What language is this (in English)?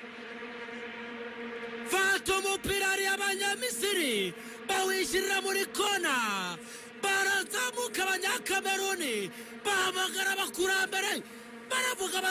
Kinyarwanda